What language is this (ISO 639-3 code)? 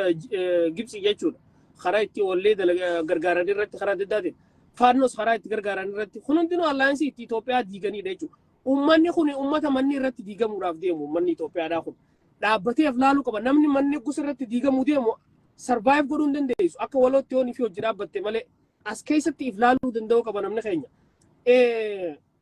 orm